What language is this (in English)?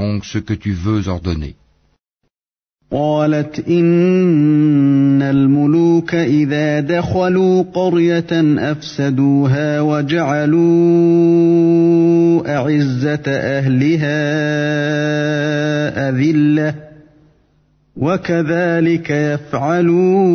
French